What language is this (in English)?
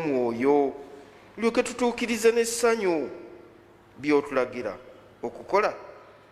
Ganda